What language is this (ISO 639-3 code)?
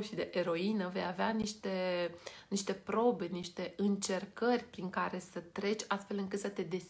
ron